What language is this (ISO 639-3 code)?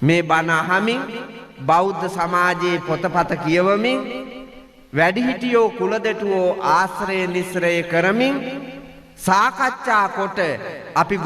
sin